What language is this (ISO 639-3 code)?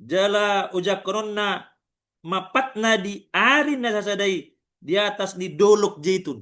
bbc